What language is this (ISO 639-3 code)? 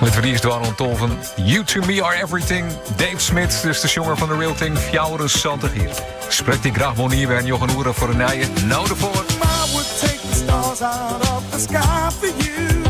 fry